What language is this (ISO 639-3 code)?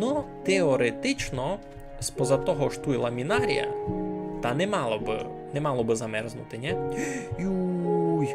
rue